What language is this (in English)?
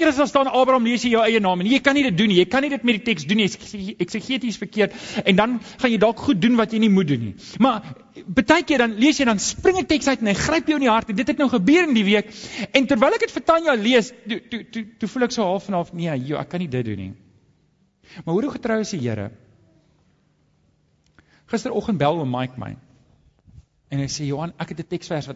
Afrikaans